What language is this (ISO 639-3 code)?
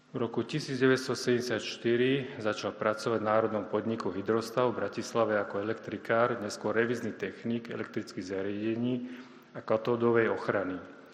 slk